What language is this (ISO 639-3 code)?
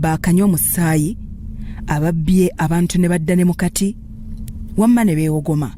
lug